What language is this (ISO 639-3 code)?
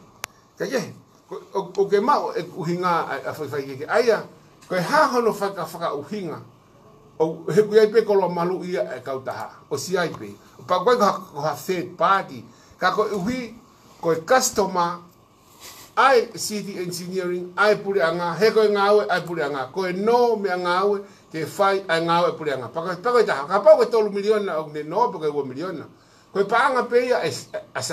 ton